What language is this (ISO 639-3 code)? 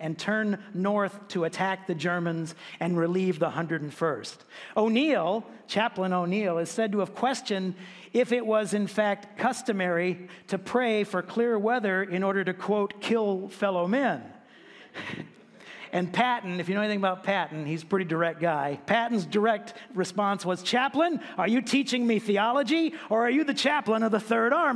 eng